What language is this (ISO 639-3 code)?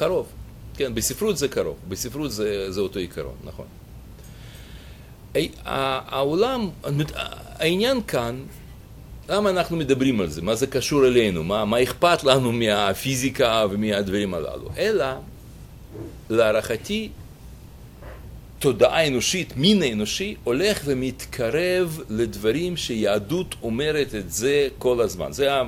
heb